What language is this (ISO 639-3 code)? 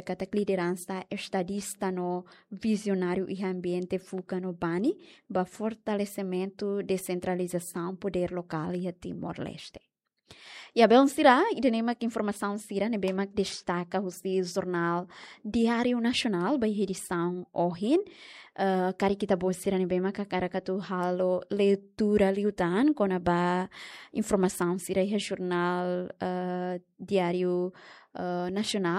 tet